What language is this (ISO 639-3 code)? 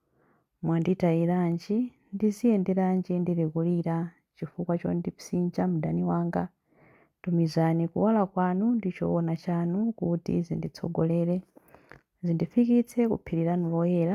nya